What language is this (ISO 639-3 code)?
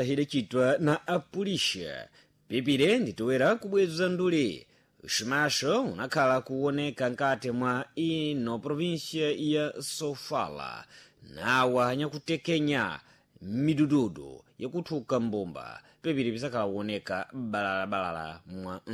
seh